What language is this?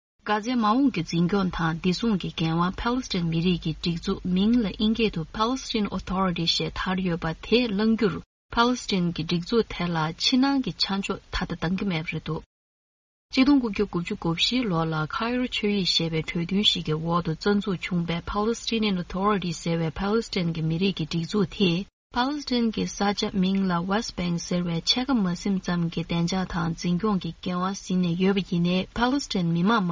Tibetan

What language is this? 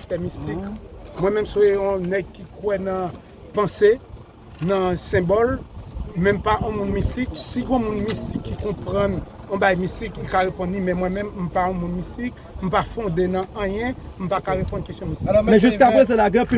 Haitian Creole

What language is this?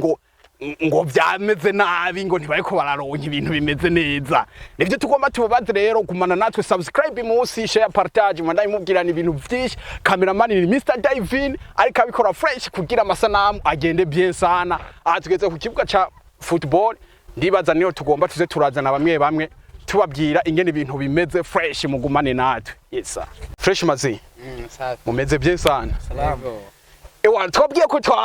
Rundi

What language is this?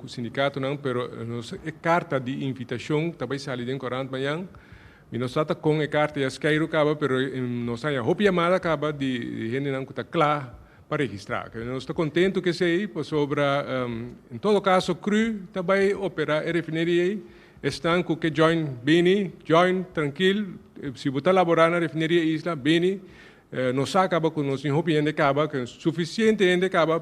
Papiamento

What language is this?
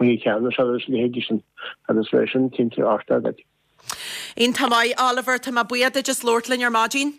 Irish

